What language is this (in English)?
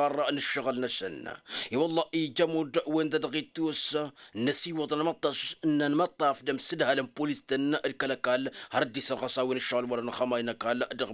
Tamasheq